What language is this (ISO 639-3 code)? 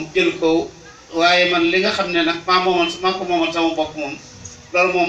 wol